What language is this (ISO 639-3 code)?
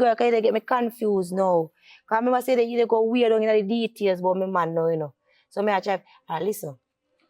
jam